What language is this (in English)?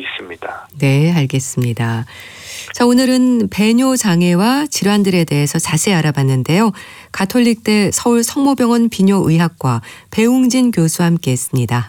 Korean